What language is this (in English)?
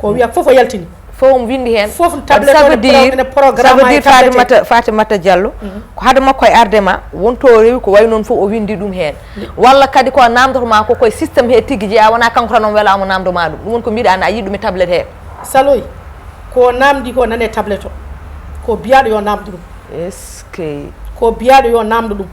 Fula